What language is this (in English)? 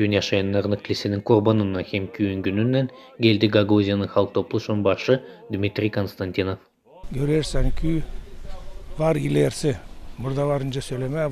Gagauz